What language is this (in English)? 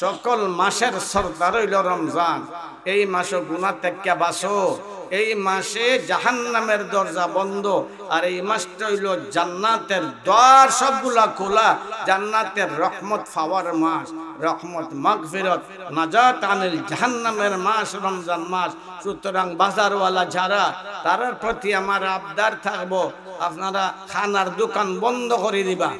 Sylheti